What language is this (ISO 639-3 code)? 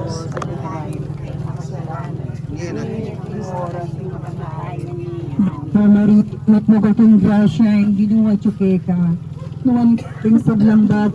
pam